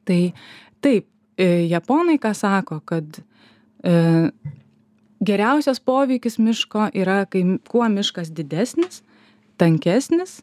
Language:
Lithuanian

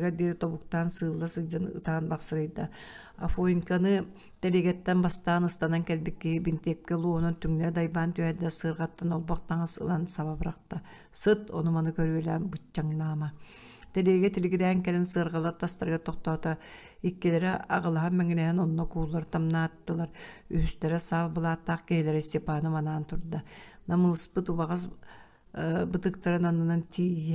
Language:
Yakut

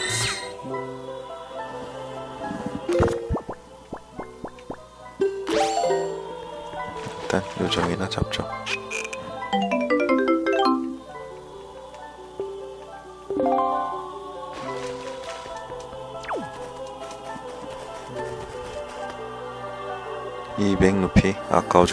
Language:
Korean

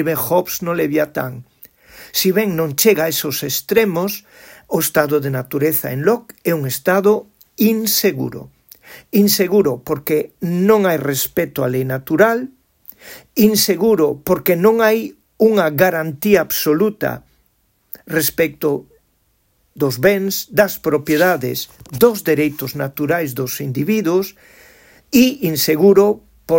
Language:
Galician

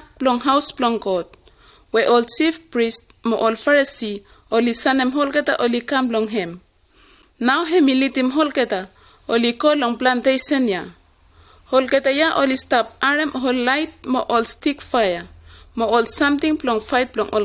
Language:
Bislama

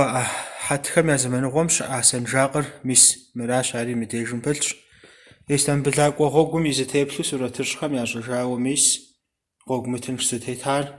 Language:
Kabardian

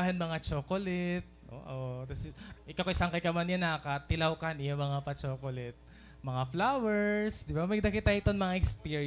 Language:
Waray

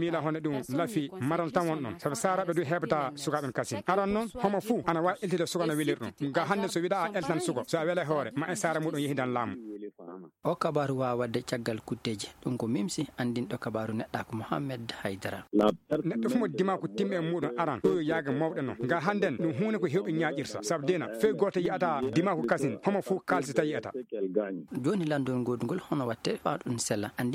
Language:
Fula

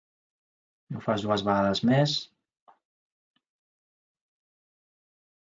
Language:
Catalan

